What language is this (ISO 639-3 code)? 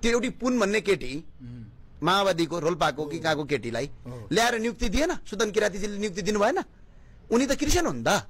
nep